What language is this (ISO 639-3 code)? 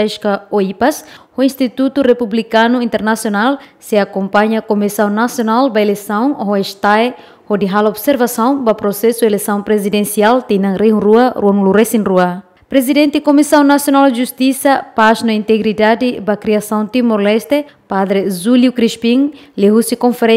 tet